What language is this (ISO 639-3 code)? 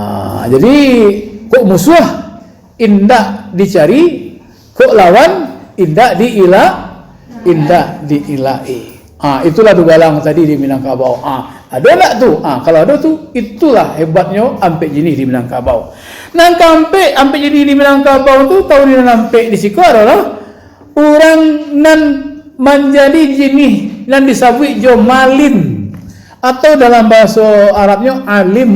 min